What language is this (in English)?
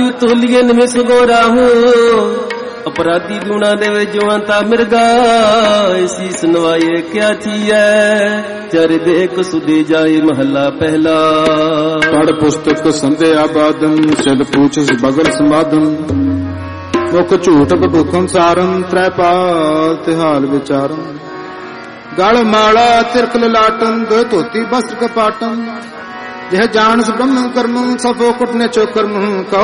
Punjabi